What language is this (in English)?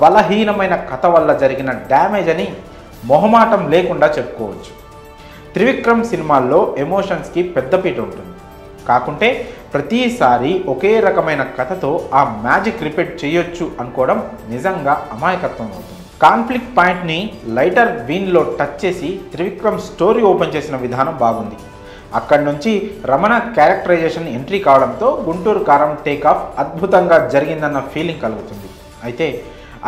Telugu